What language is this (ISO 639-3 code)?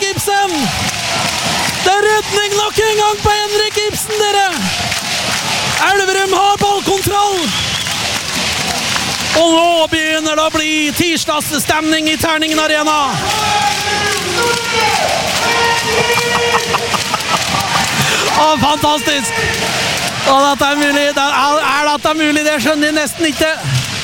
nor